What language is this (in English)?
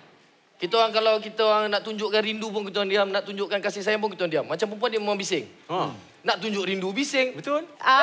Malay